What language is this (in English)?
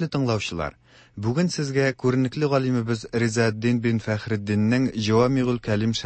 Tatar